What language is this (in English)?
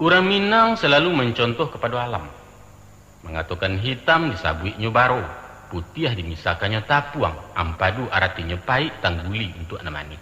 Minangkabau